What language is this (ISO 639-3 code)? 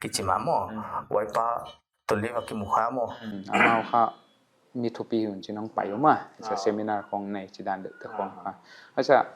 pck